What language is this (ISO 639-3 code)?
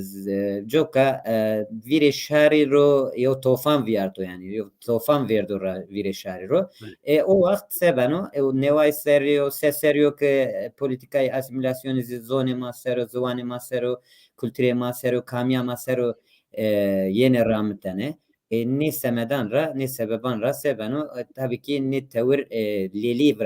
zza